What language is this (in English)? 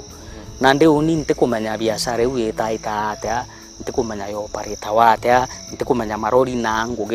Meru